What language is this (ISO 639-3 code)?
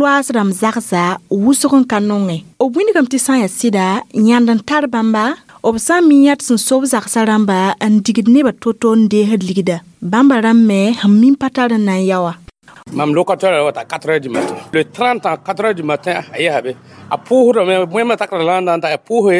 mos